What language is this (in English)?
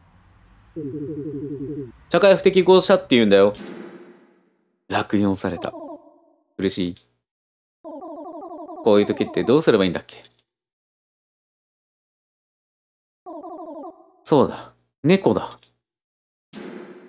Japanese